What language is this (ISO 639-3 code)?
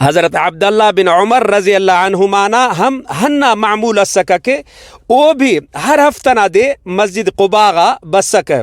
brh